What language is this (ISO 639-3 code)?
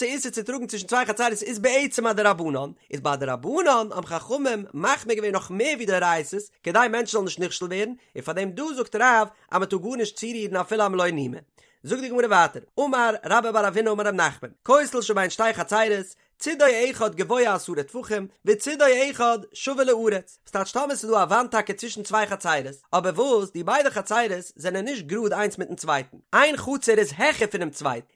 yid